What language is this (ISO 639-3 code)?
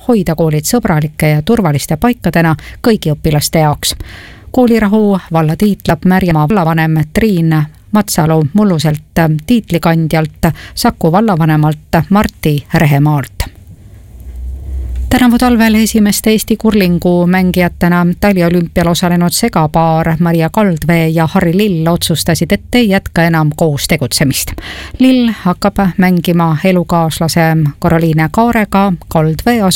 est